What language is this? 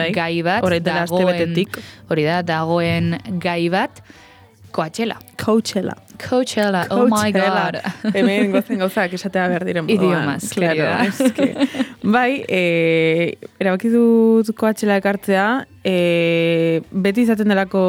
Basque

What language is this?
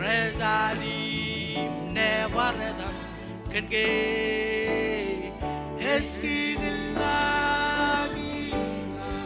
Marshallese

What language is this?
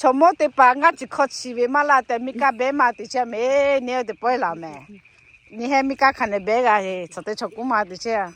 Lahu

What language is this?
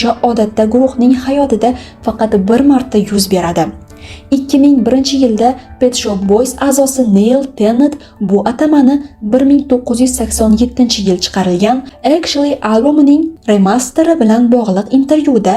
Uzbek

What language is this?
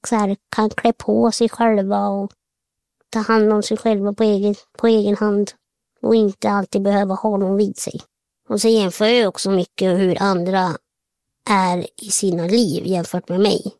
Swedish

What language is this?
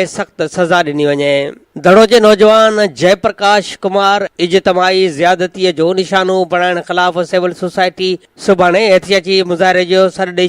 Sindhi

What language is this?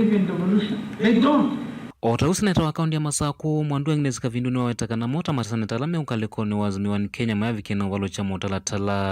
Kamba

